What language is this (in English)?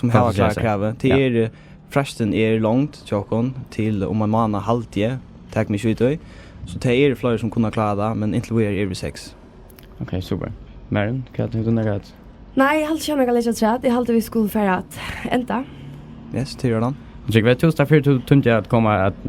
Faroese